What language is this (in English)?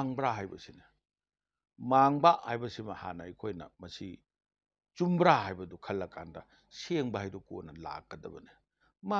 Manipuri